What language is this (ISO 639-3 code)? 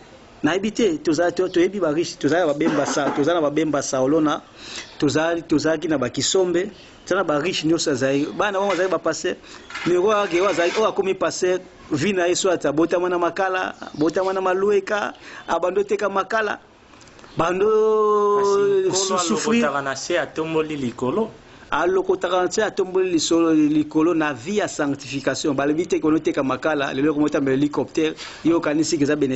lin